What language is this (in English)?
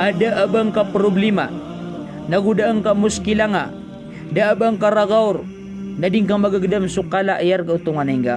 Maranao